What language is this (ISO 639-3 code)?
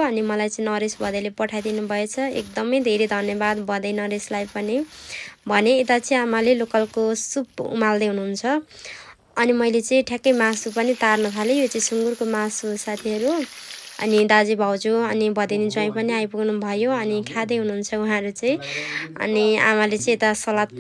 nep